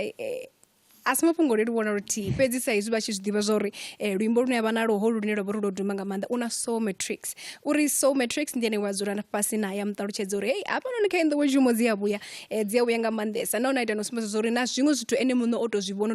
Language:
Venda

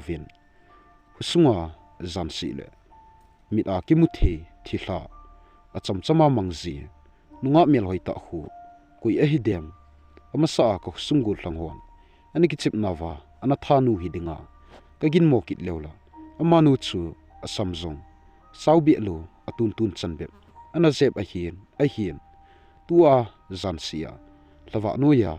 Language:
Thado Chin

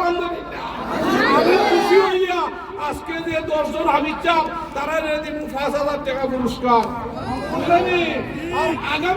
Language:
Sylheti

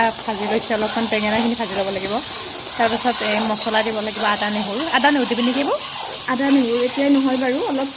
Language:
Assamese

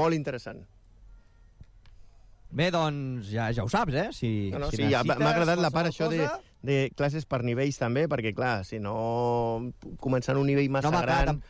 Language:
Catalan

